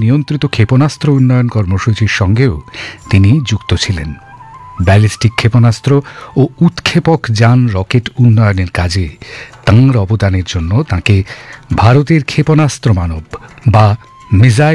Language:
Bangla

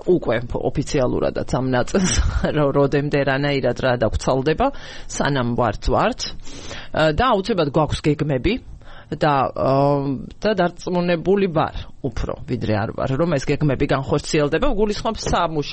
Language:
Georgian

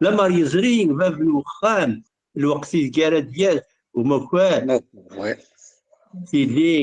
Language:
Kabyle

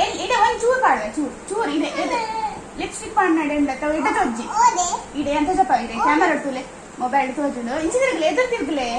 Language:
Tulu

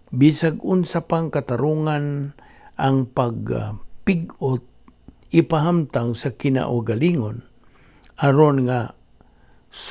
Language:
Cebuano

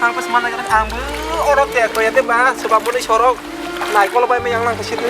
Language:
Kok Borok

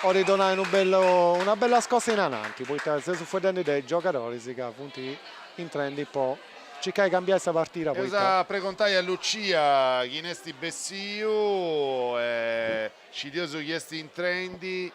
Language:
Sardinian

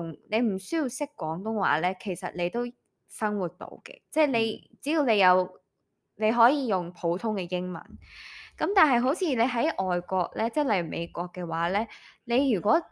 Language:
Cantonese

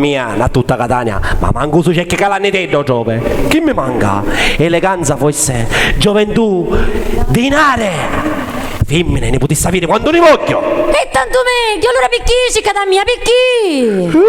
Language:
Sicilian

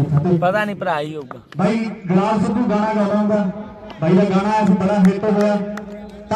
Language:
Punjabi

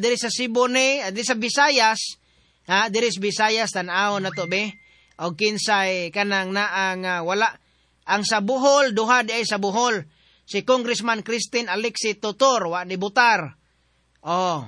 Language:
Cebuano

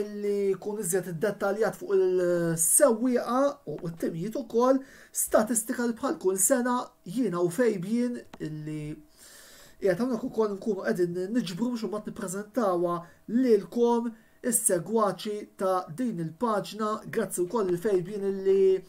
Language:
Maltese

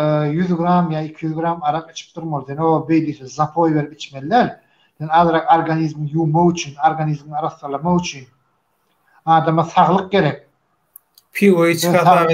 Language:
Turkmen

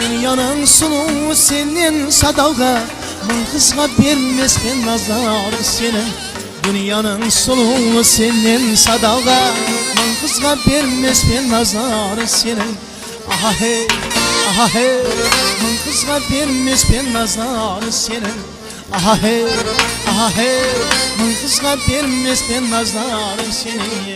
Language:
Kara-Kalpak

